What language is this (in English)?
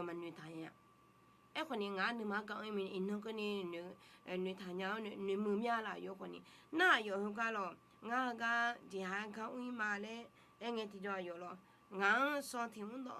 Akha